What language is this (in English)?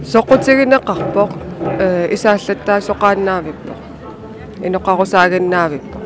Kalaallisut